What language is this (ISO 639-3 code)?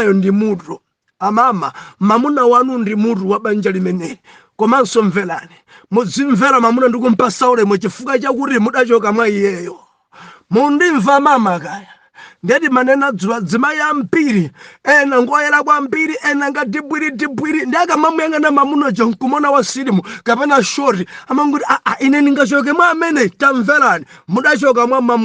nya